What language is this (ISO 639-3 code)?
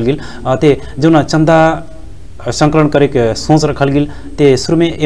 bho